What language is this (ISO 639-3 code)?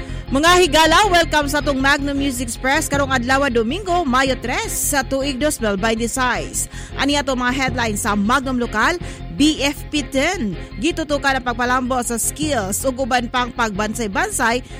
ceb